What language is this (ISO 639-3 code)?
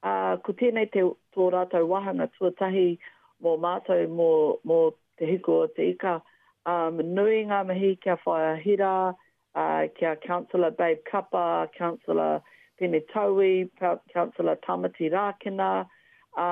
mri